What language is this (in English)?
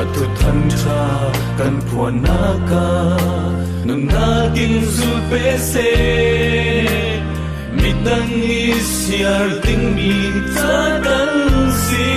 Falam Chin